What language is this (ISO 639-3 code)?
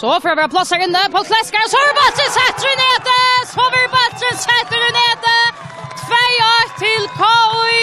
fao